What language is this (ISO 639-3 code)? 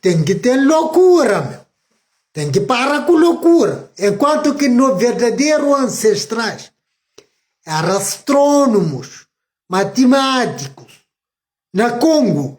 kea